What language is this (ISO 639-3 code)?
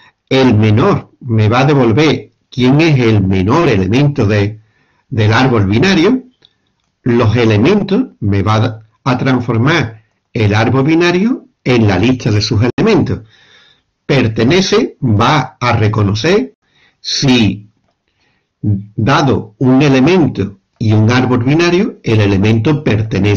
spa